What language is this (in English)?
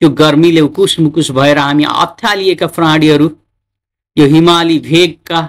Nepali